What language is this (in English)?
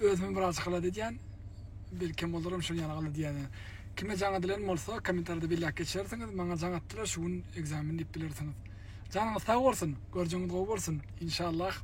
Turkmen